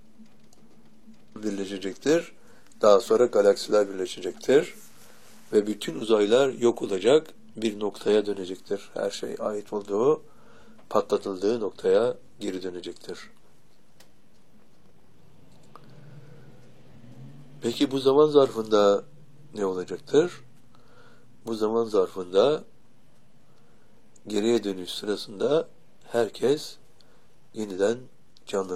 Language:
Turkish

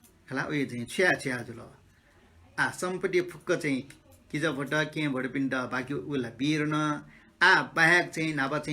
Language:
Newari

